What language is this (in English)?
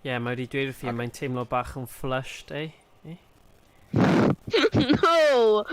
Welsh